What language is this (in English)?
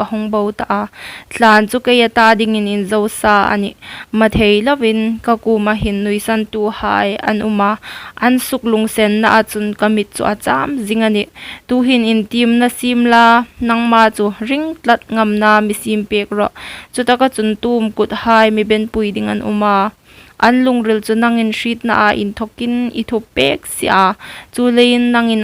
Hmar